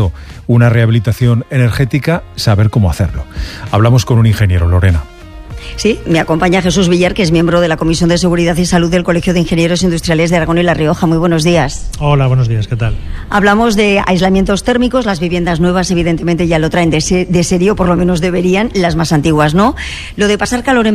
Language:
Spanish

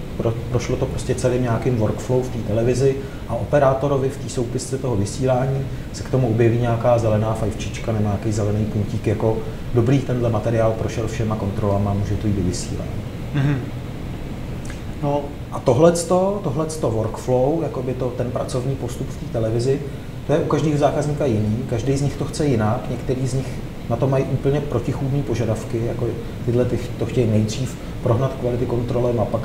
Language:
Czech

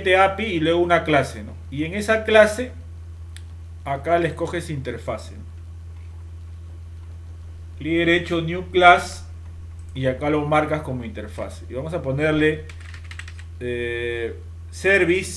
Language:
Spanish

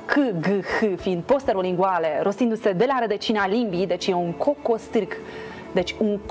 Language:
Romanian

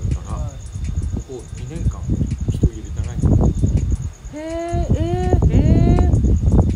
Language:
Japanese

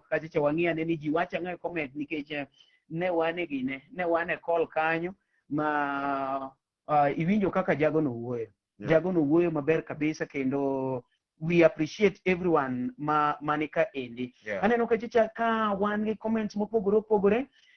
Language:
Luo (Kenya and Tanzania)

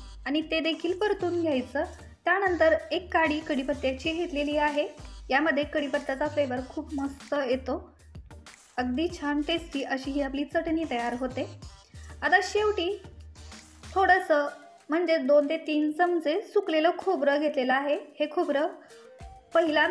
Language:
Marathi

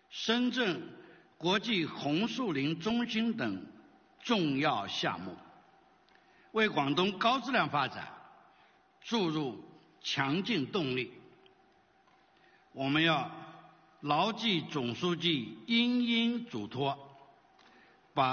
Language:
Chinese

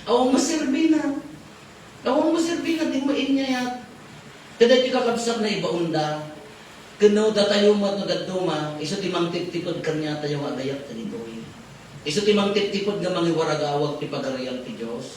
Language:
Iloko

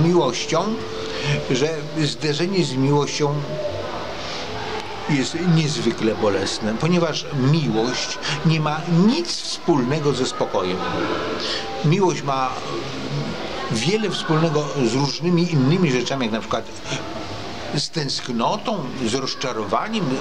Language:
Polish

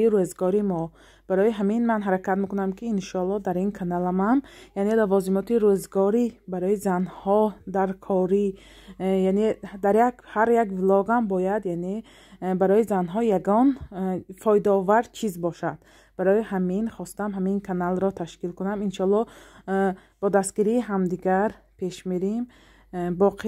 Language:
Tajik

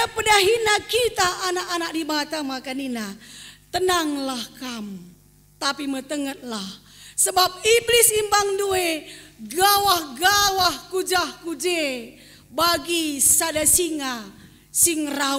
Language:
Batak Karo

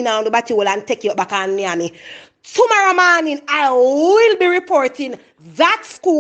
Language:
Jamaican Creole English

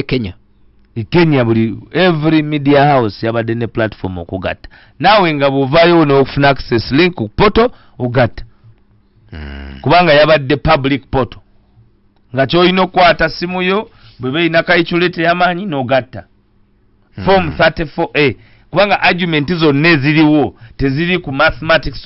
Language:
Ganda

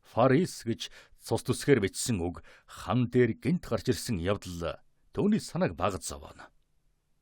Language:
Mongolian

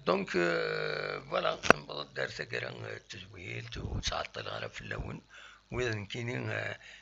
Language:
Kabyle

